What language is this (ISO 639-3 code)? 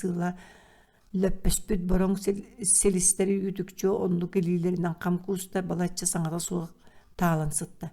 sah